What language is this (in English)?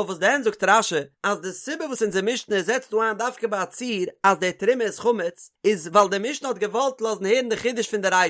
Yiddish